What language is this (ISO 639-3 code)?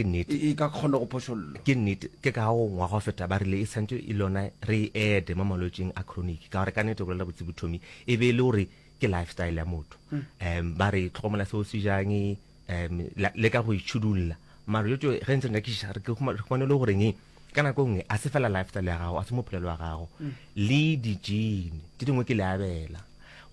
nso